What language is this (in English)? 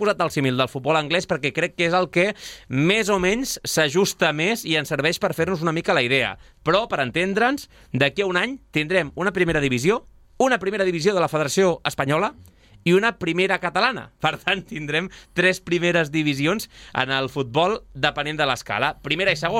Catalan